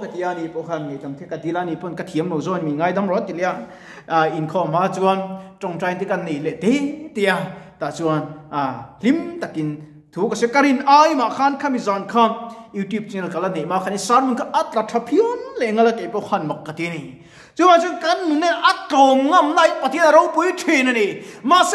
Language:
Mizo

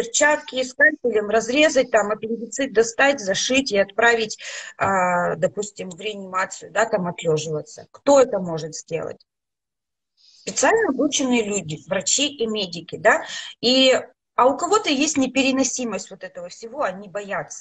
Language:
Russian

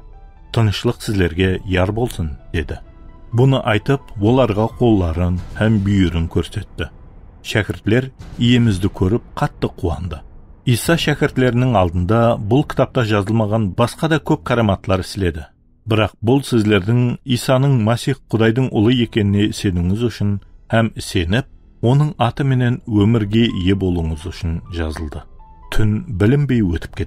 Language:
Kara-Kalpak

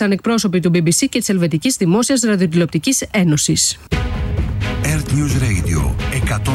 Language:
Greek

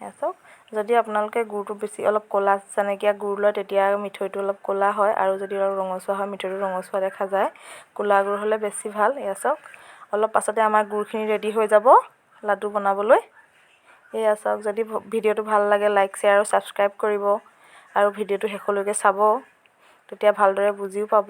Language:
Assamese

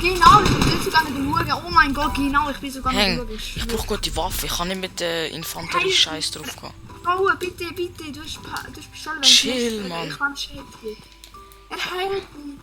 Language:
Swiss German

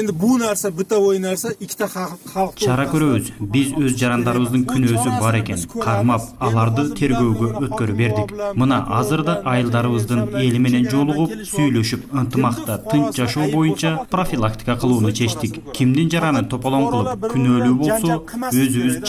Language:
Kyrgyz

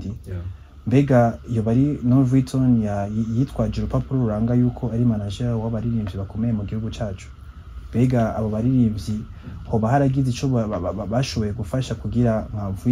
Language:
Rundi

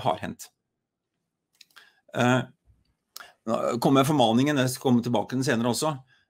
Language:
Norwegian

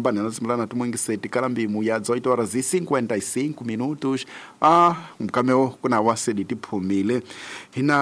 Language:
Tsonga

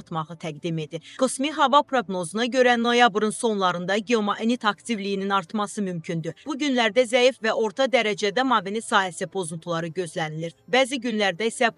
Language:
Azerbaijani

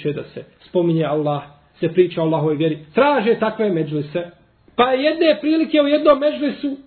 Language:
Bosnian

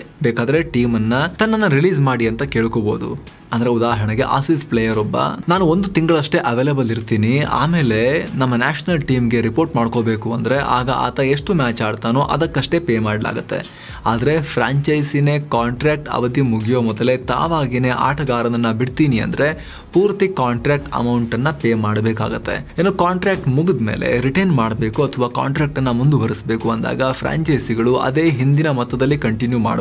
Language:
Kannada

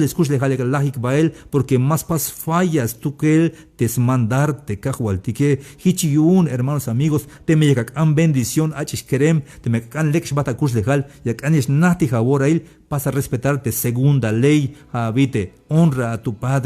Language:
Tzeltal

